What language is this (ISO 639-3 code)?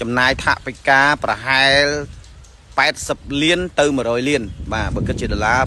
khm